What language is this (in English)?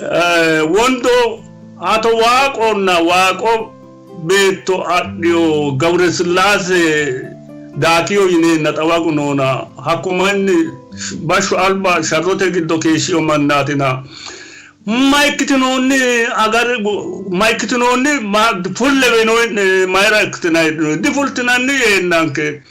Sidamo